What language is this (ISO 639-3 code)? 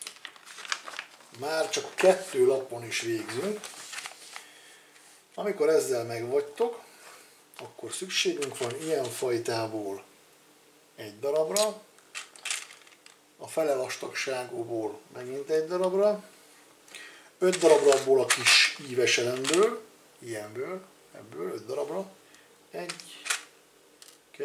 hun